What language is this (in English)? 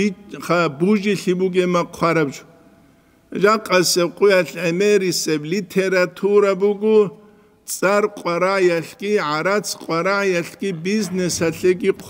Avaric